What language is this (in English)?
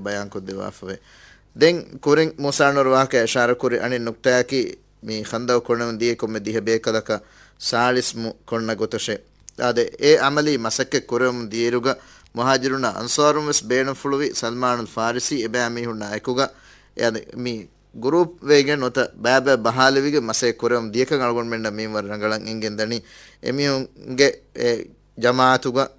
Divehi